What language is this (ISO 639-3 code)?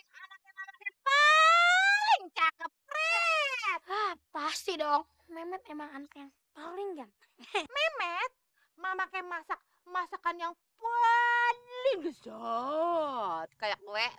bew